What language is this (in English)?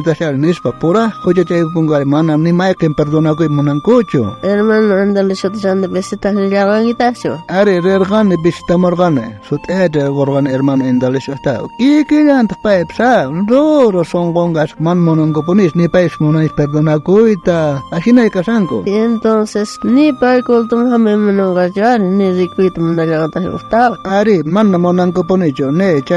South Bolivian Quechua